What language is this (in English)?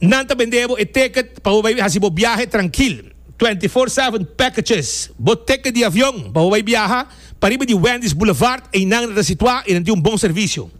Papiamento